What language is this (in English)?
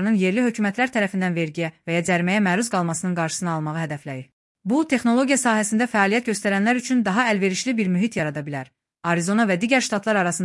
Azerbaijani